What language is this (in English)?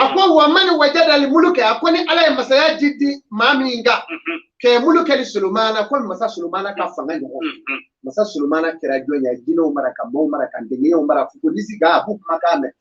Bambara